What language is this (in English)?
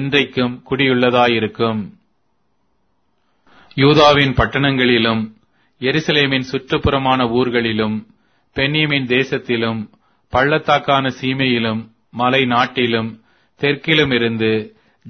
Tamil